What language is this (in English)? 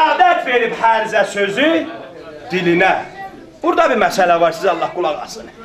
South Azerbaijani